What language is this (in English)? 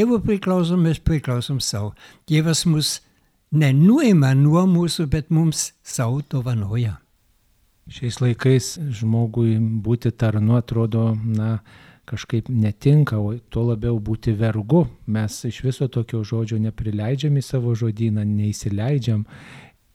Lithuanian